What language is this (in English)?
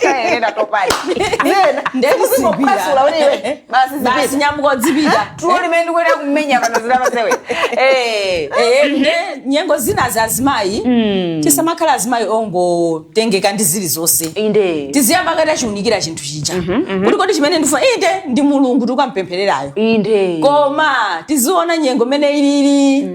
Nyanja